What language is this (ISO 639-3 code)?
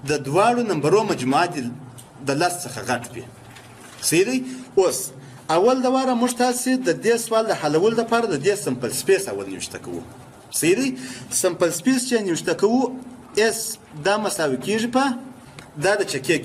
pus